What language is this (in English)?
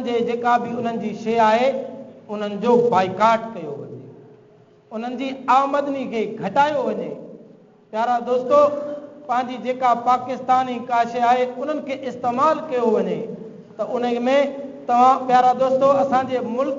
Sindhi